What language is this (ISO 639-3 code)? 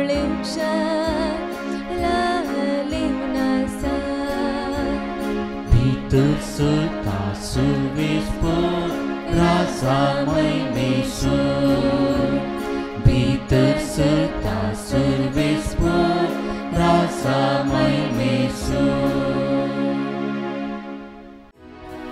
kok